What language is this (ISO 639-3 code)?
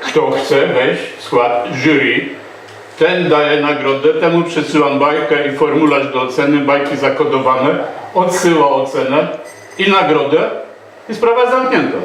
szl